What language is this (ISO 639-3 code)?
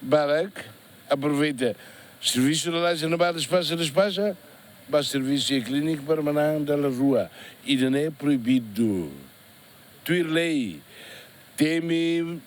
tet